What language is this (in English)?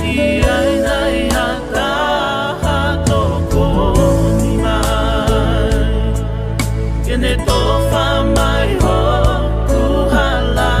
Tongan